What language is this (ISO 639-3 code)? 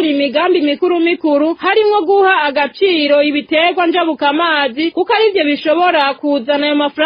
run